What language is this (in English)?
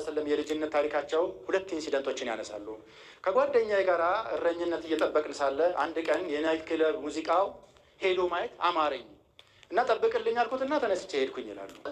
Amharic